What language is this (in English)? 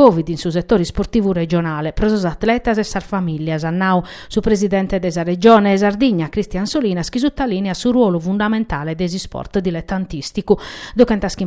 Sardinian